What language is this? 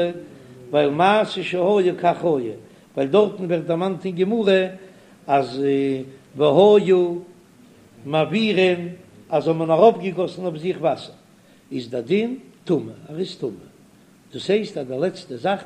Yiddish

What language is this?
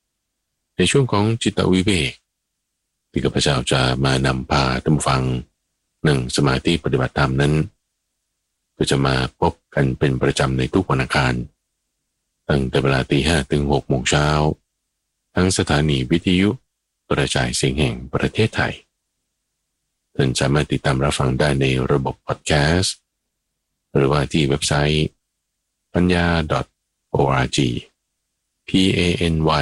Thai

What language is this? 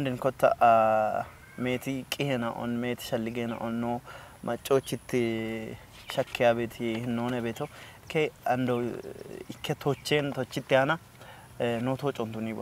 Kafa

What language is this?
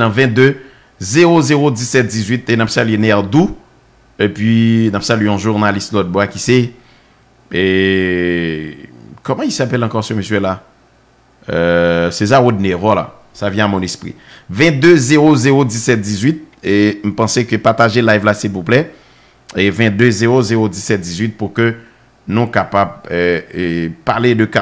Haitian Creole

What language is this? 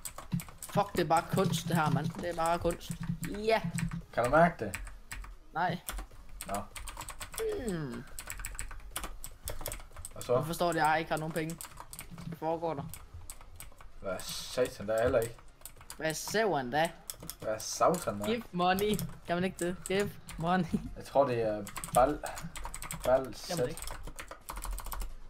Danish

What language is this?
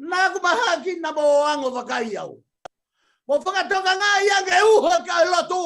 Tongan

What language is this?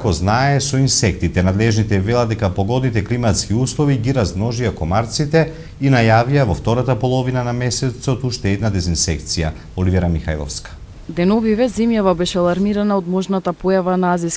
Macedonian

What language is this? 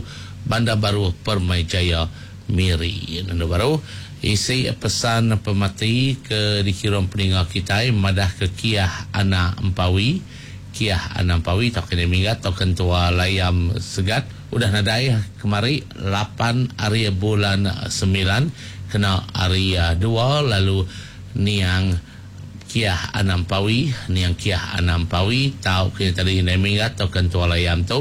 Iban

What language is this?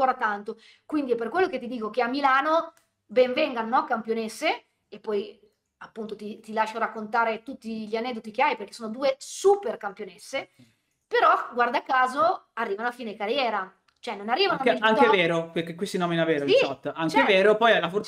Italian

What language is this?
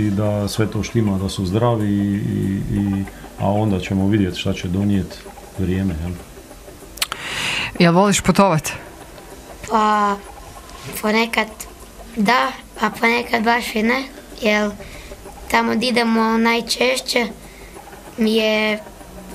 Croatian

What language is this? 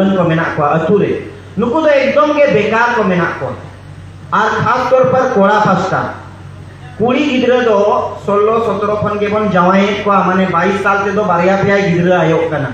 Santali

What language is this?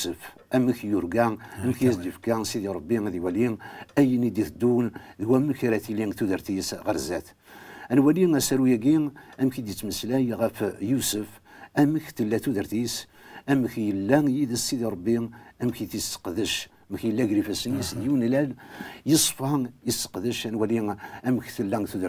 Kabyle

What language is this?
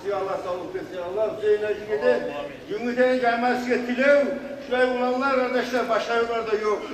Kumyk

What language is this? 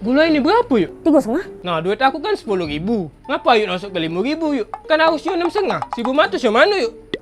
Musi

